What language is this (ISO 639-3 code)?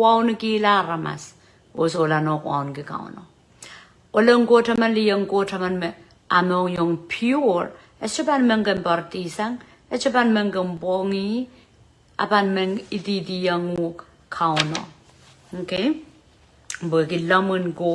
pon